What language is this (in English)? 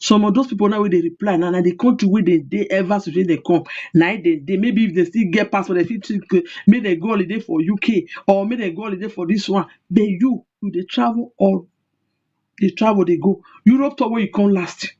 Nigerian Pidgin